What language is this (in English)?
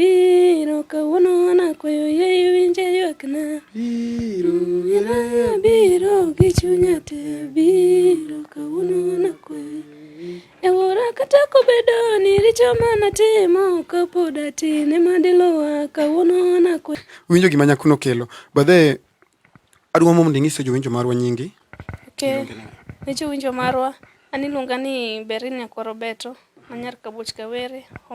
Luo (Kenya and Tanzania)